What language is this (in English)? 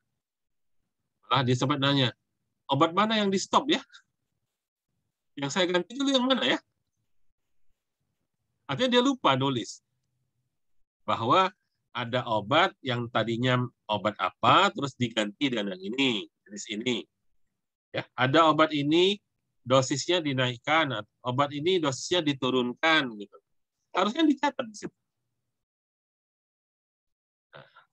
Indonesian